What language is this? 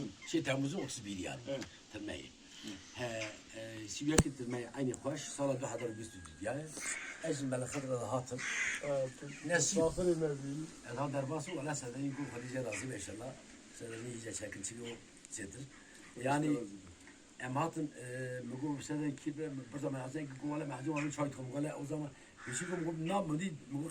Kurdish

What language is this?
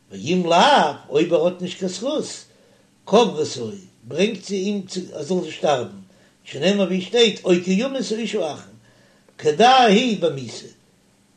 Yiddish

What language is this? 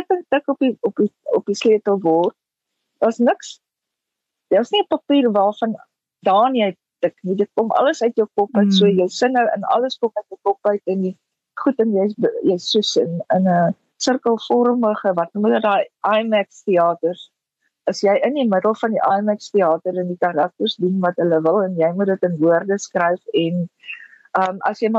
Afrikaans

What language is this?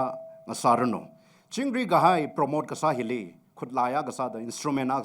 Tangkhul Naga (India)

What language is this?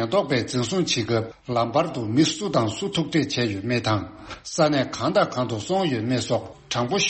Tibetan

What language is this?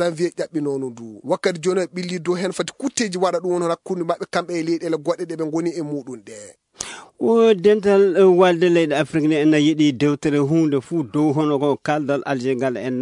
Fula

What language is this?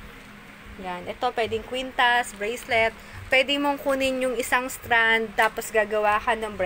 Filipino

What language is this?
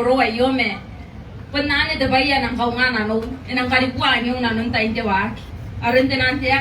Gilbertese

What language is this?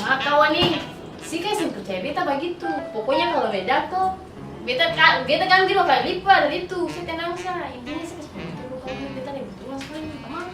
Ambonese Malay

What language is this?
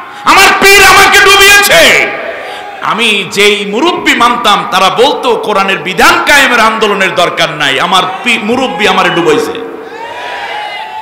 Bangla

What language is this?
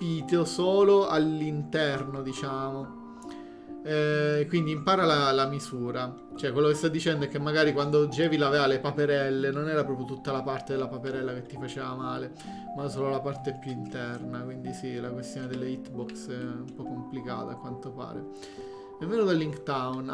Italian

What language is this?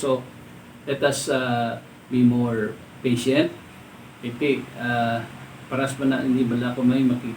Hiligaynon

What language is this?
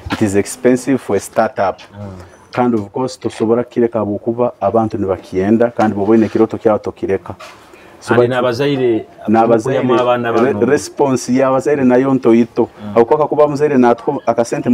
Nyoro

